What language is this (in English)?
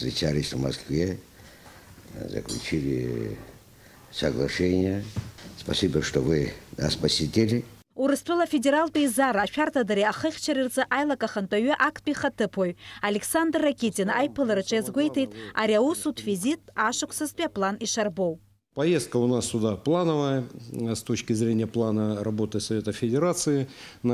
Abkhazian